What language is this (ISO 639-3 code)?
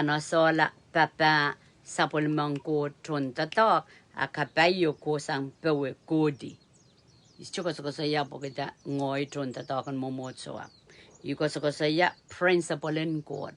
pon